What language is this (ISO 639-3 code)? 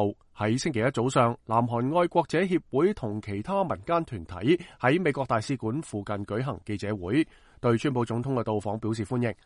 yue